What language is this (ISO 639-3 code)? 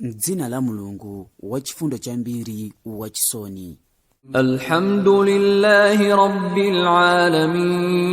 nya